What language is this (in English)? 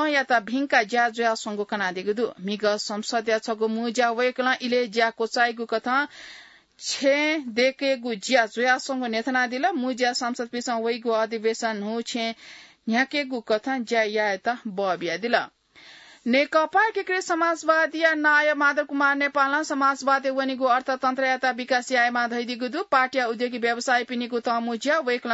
Newari